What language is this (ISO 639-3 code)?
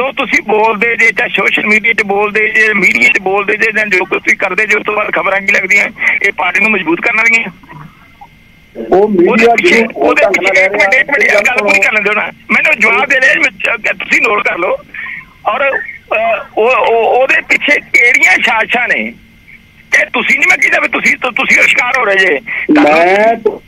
pan